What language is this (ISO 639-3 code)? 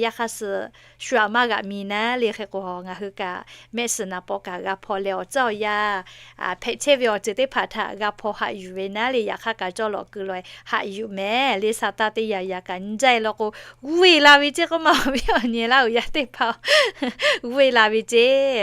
lhu